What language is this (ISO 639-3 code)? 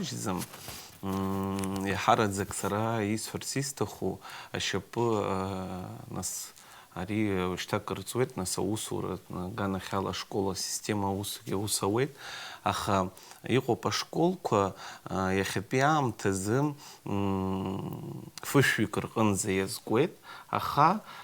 abk